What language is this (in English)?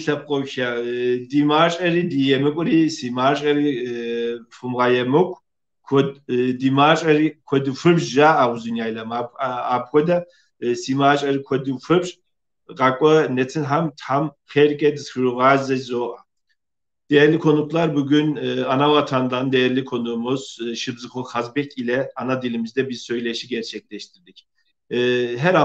Kabardian